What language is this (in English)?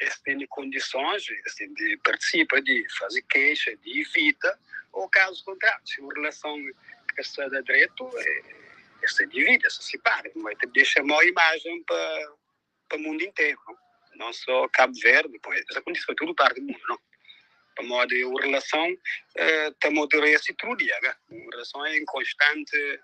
Kabuverdianu